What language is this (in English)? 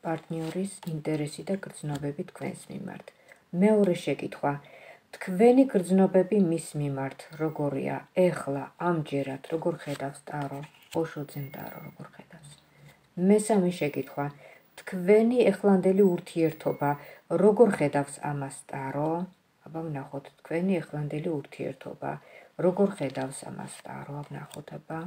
Georgian